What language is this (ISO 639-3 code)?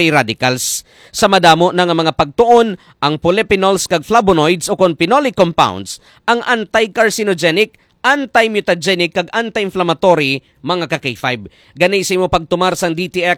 hil